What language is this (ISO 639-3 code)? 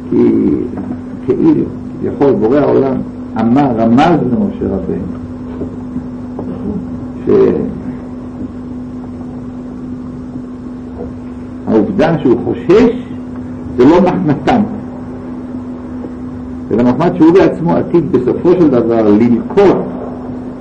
heb